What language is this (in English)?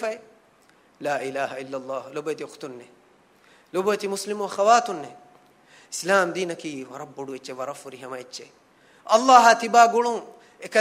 Divehi